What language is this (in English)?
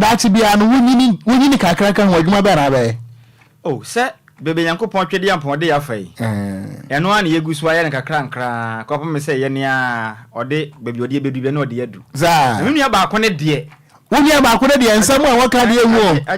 Akan